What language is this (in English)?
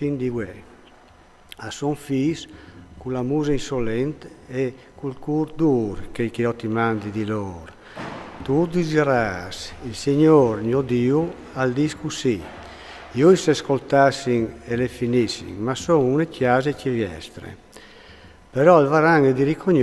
Friulian